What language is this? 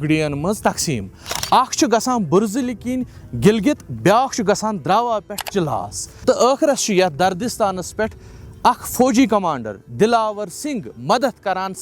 Kashmiri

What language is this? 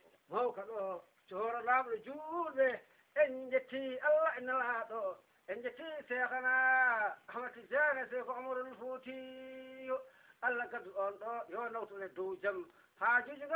Fula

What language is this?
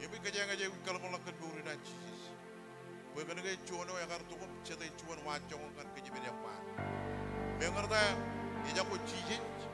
Marshallese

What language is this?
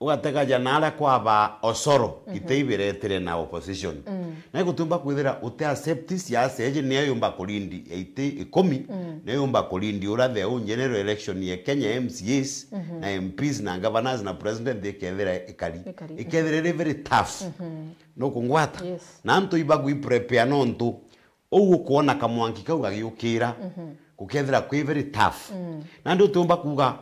Meru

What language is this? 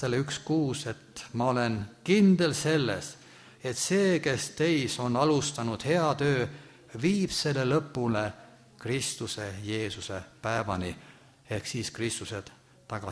Estonian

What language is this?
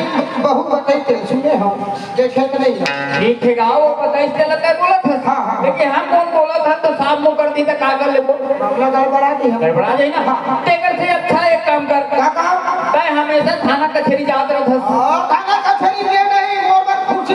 Chhattisgarhi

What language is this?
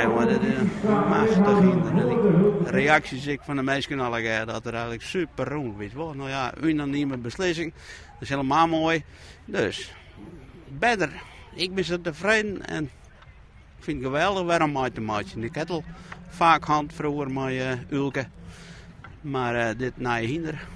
Western Frisian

